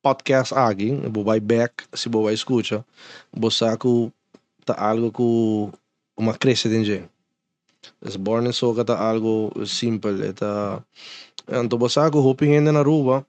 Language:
Papiamento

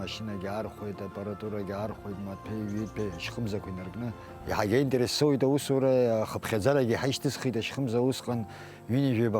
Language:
Abkhazian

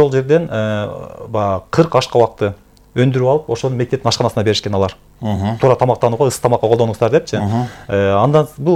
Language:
Kyrgyz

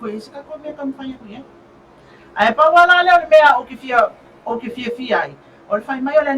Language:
Samoan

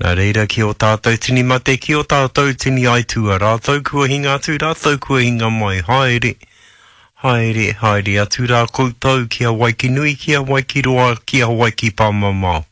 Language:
Māori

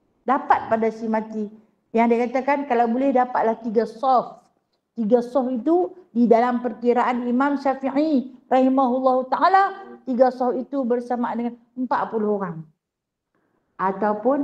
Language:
Malay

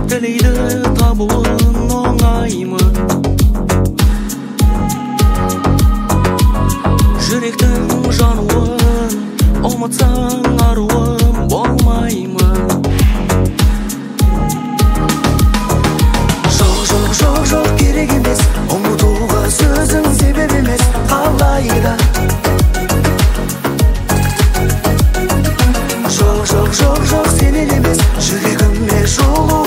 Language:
Kazakh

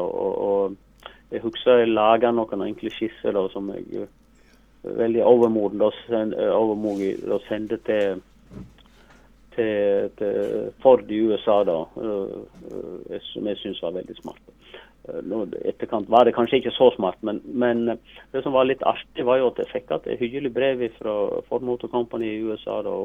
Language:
Norwegian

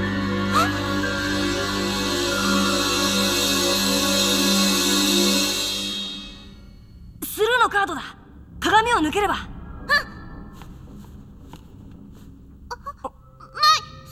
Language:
Japanese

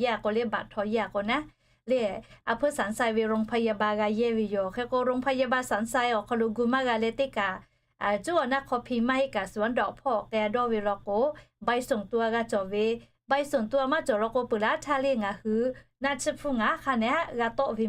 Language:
Lahu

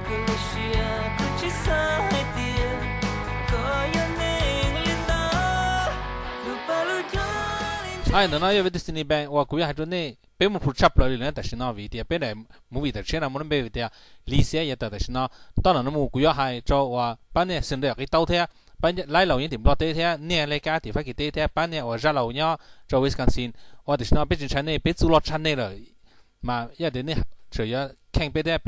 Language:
Hmong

